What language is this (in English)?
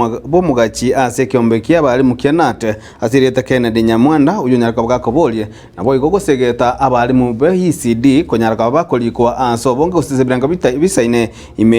Gusii